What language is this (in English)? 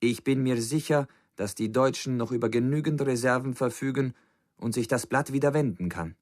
Bavarian